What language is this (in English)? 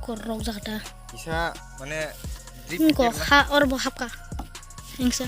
Kok Borok